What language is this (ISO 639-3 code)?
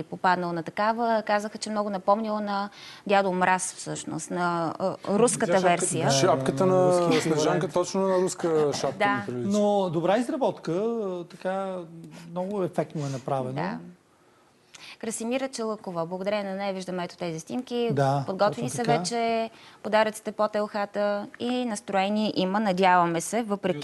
bul